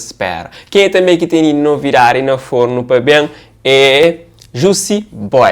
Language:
Kabuverdianu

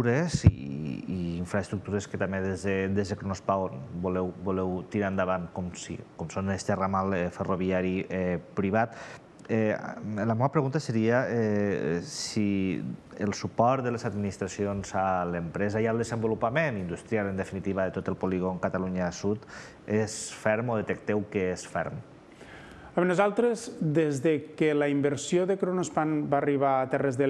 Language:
Catalan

